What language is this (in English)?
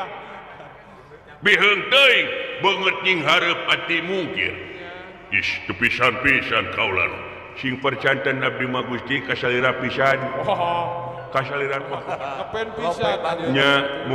Sundanese